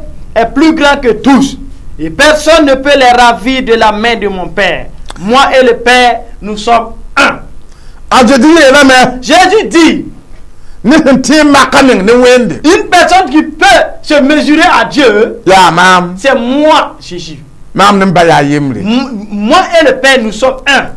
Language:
Mossi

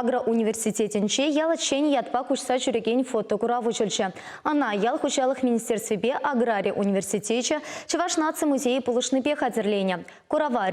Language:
Chuvash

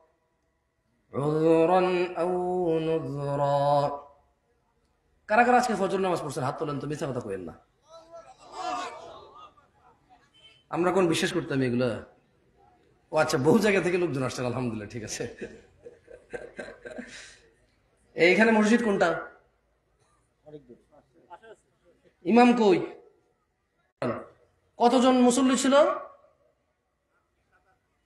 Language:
Bangla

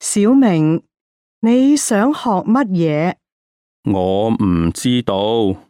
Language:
Cantonese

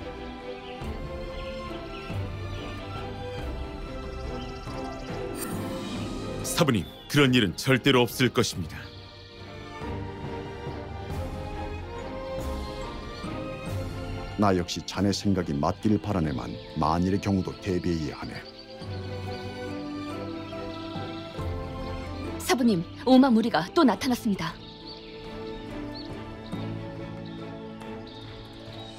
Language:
Korean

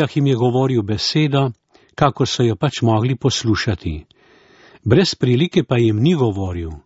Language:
Slovenian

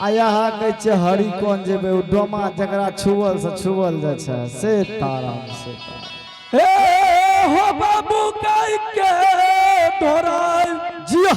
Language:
Angika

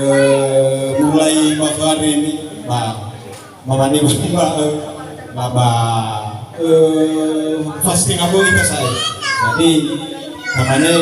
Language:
Nias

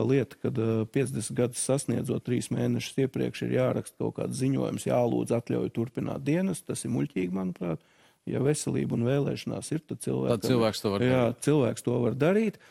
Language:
Latvian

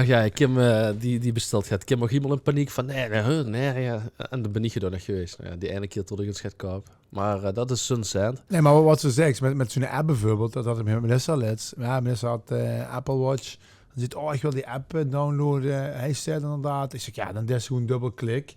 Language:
Limburgish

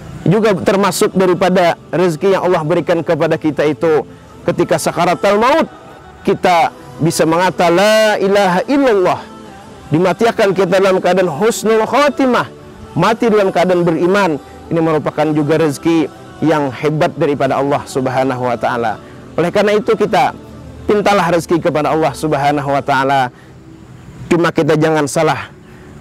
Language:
Indonesian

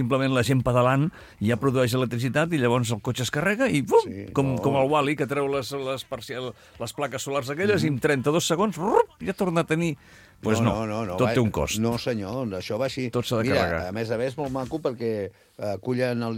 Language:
Catalan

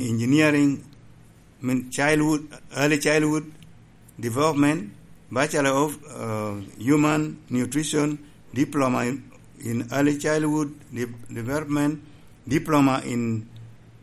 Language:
Lango (Uganda)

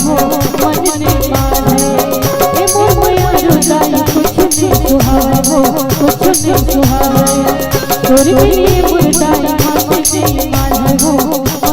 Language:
Chhattisgarhi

